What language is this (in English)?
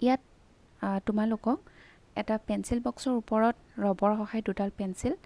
Assamese